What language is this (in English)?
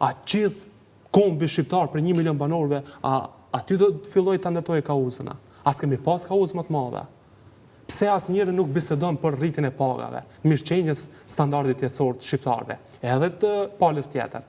Albanian